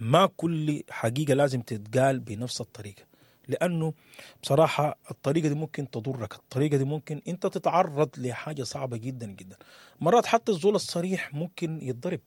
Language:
Sudanese Arabic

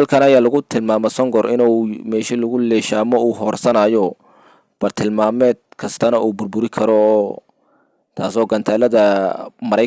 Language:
Somali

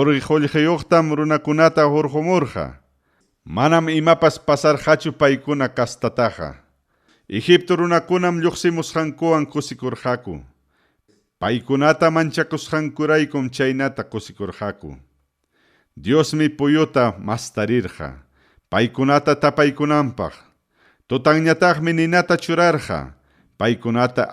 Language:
Ayacucho Quechua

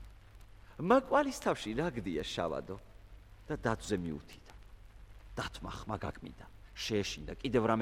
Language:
Georgian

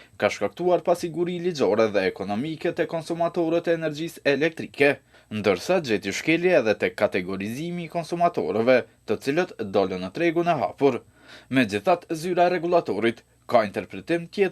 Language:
Albanian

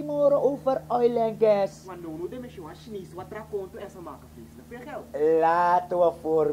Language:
Sranan Tongo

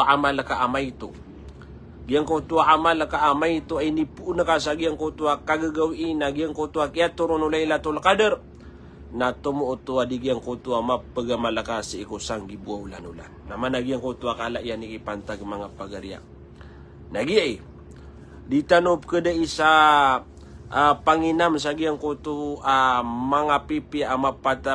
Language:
Maranao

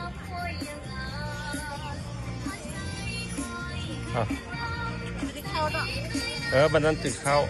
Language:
Lao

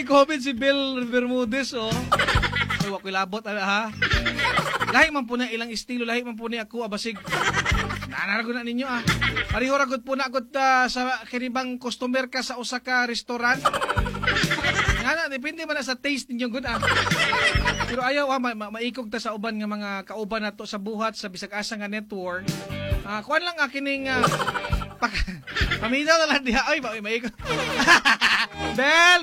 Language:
Cebuano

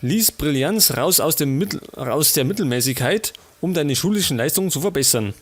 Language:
Bavarian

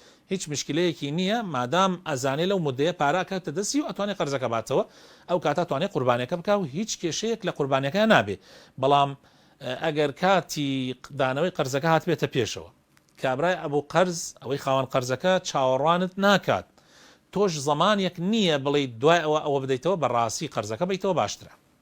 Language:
Central Kurdish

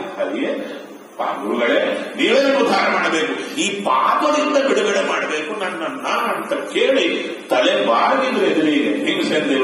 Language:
Kannada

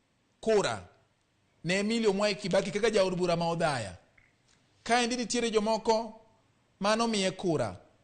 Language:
Luo (Kenya and Tanzania)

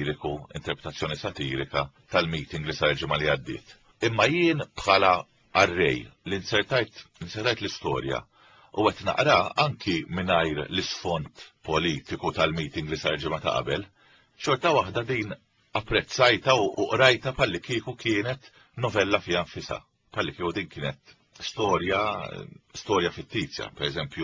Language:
Maltese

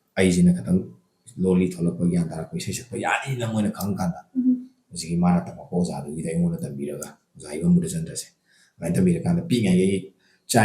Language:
Manipuri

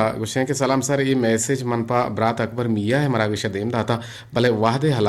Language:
Eastern Balochi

